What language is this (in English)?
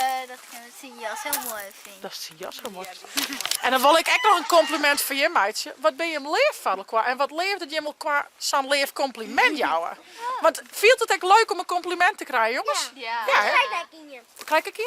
Western Frisian